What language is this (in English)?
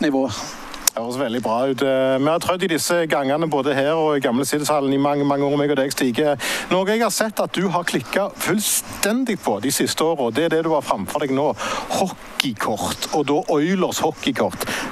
Norwegian